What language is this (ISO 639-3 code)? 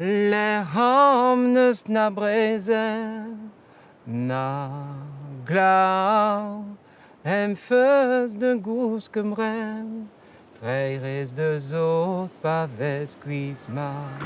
bre